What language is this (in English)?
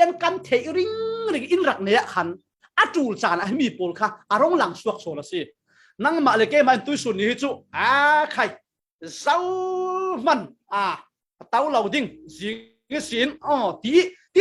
Falam Chin